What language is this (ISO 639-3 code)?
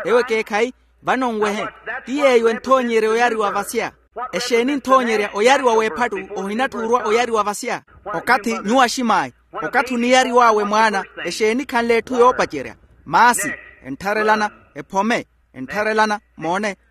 vmw